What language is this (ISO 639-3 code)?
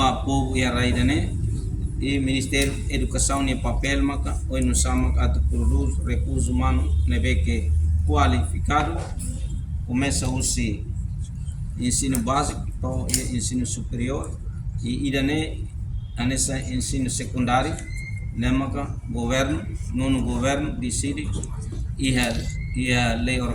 tet